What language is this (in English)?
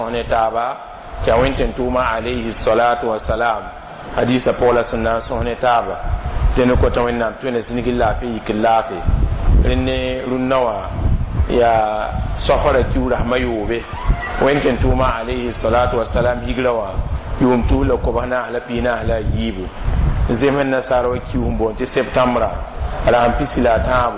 Mossi